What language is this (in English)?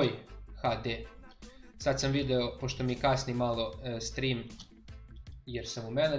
Serbian